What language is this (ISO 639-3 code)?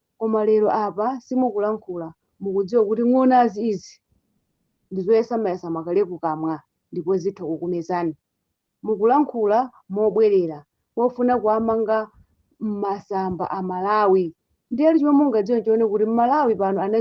nya